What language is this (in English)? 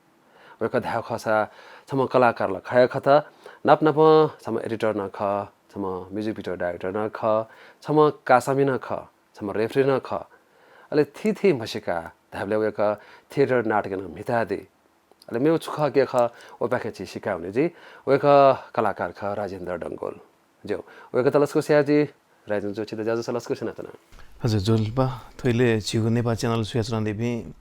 Newari